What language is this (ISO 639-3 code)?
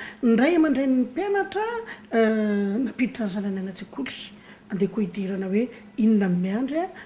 mlg